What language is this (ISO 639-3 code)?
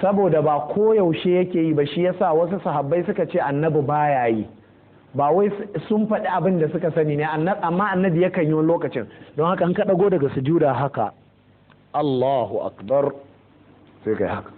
hau